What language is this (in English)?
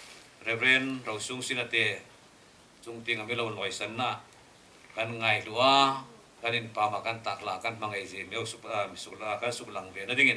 Hmar